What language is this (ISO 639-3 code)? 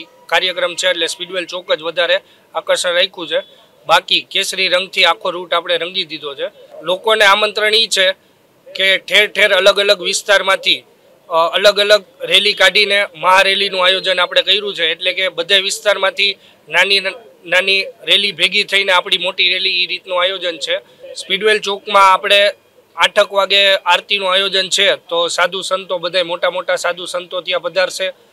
guj